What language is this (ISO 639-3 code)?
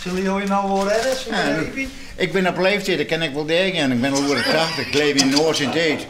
fry